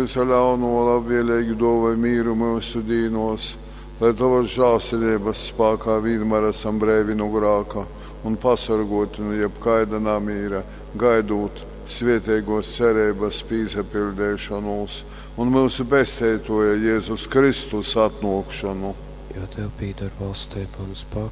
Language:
Latgalian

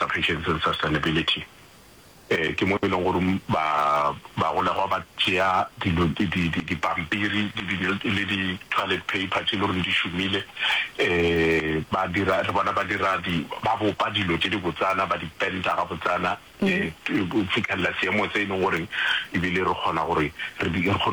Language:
Northern Sotho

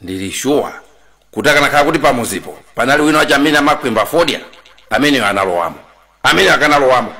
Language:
Nyanja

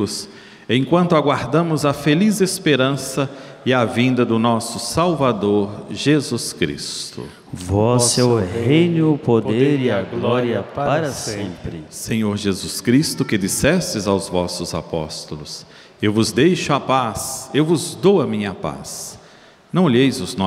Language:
Portuguese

